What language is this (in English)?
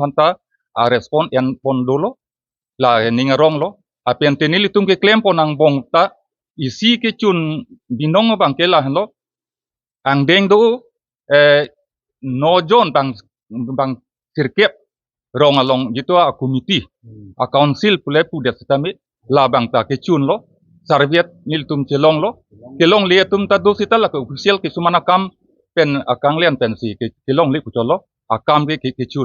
Karbi